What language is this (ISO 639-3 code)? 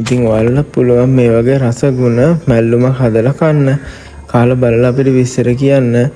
sin